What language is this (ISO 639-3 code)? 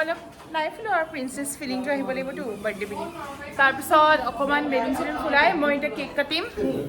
asm